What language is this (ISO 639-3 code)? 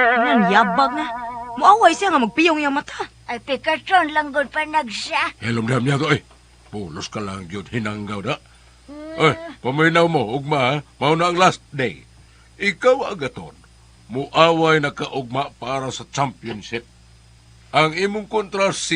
ceb